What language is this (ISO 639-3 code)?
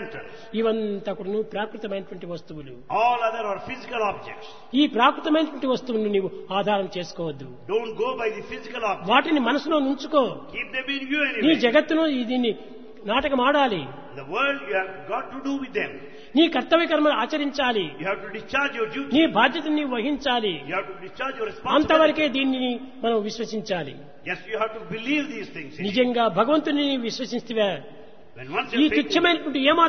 tel